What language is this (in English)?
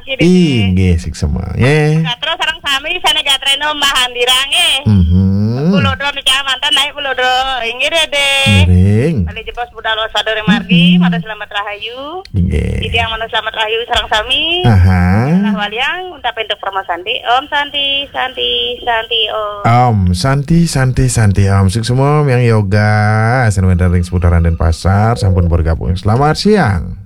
Balinese